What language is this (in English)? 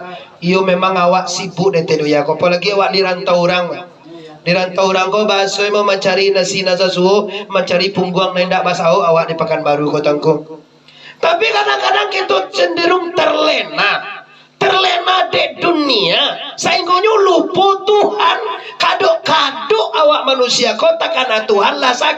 Minangkabau